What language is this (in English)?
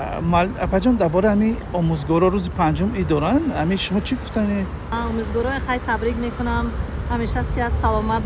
Tajik